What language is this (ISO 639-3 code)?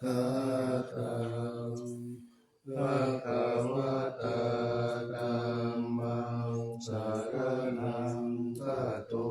pli